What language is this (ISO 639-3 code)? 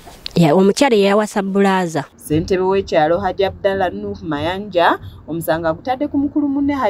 lug